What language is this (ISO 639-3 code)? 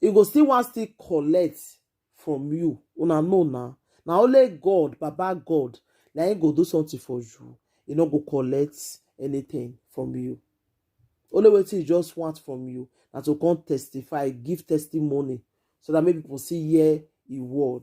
pcm